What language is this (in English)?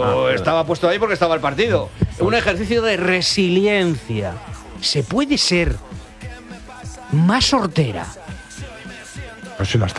Spanish